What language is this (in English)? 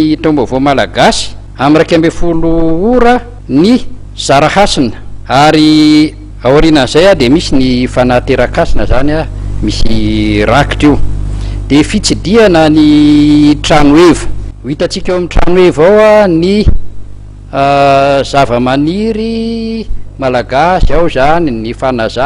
Malagasy